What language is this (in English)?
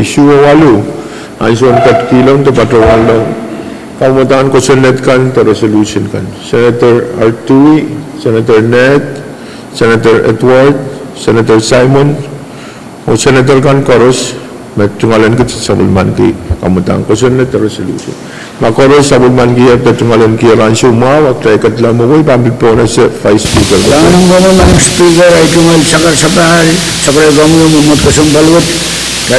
Pohnpeian